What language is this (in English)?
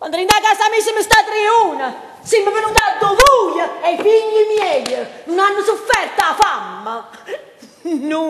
Neapolitan